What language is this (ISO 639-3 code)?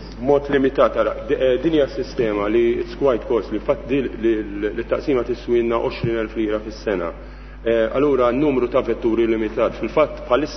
mlt